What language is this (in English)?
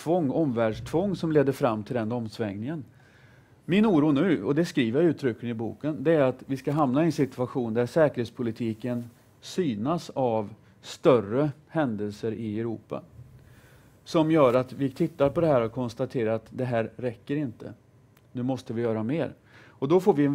Swedish